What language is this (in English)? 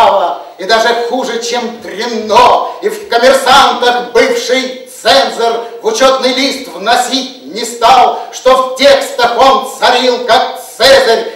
Russian